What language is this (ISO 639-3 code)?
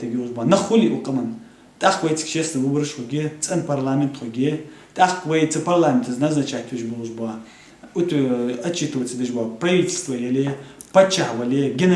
inh